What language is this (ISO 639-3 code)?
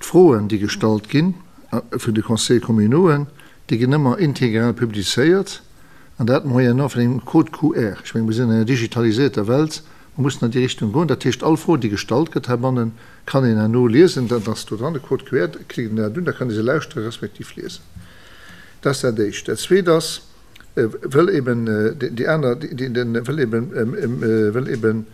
ltz